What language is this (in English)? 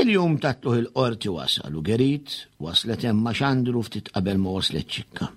Maltese